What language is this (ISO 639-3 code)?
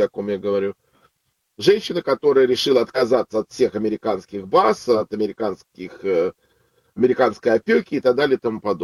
rus